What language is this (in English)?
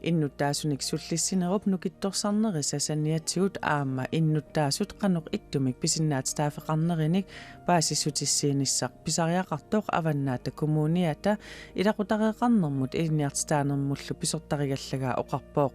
Kalaallisut